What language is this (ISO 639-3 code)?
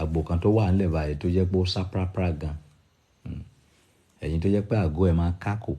yor